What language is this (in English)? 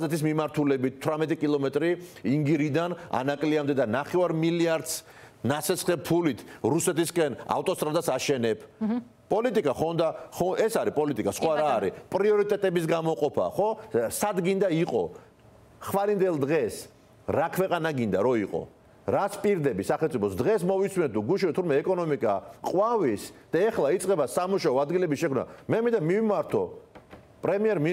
Georgian